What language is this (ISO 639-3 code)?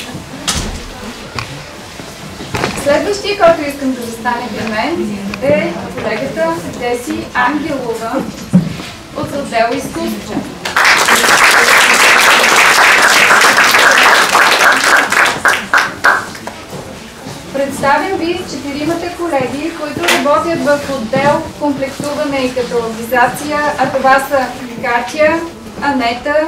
bul